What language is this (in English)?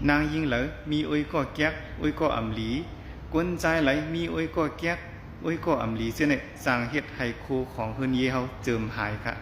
Shan